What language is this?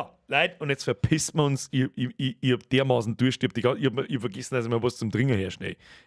Bavarian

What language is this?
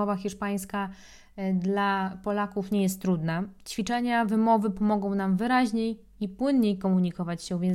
Polish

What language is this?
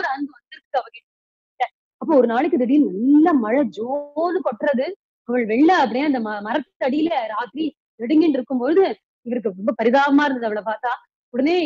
Tamil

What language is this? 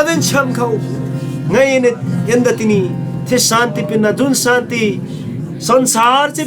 Eastern Tamang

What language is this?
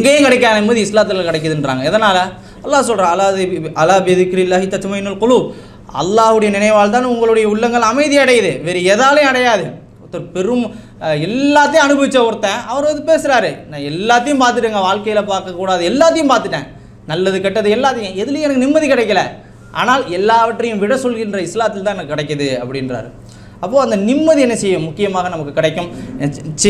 Tamil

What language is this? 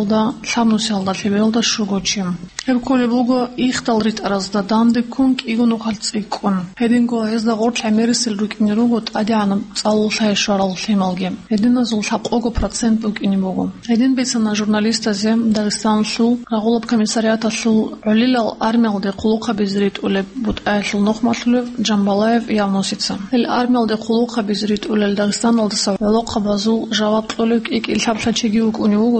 Avaric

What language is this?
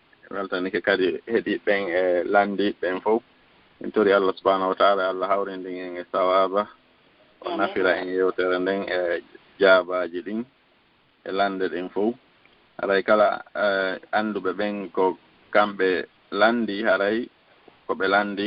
Fula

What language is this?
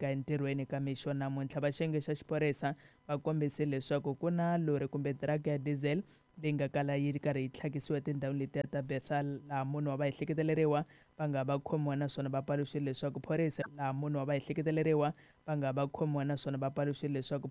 Tsonga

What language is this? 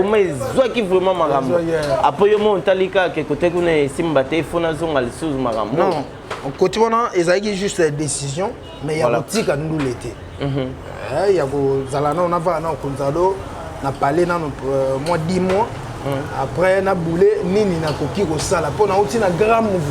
Lingala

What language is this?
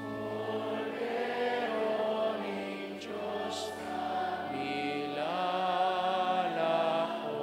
Pampanga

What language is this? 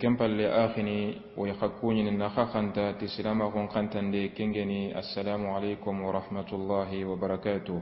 Soninke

